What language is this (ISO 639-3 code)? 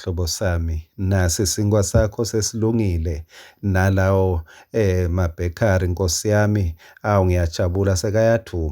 ssw